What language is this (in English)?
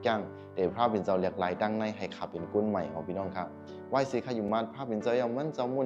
Shan